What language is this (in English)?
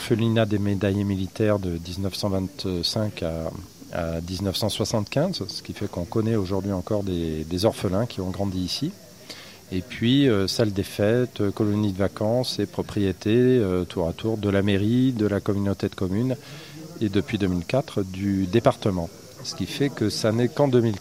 French